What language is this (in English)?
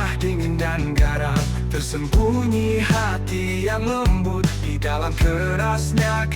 Makassar Malay